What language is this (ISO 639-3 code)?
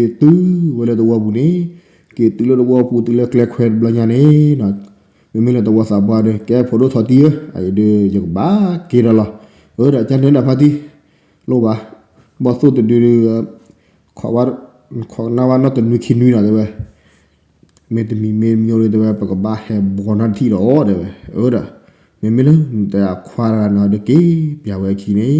ksw